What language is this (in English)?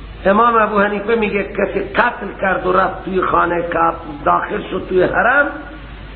Persian